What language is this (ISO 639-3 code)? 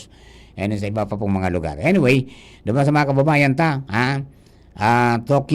bik